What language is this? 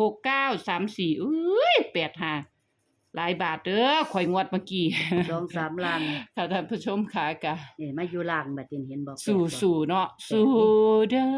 Northeastern Thai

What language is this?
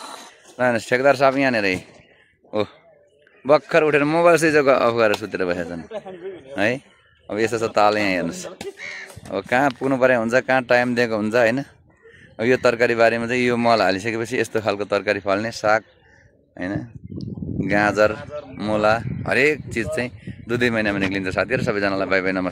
Nepali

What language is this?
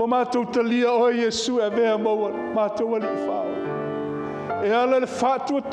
Samoan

